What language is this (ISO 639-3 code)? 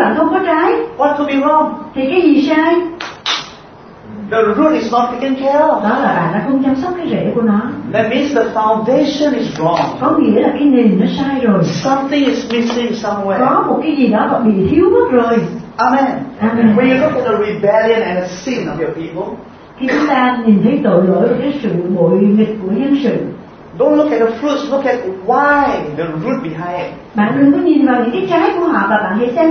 vie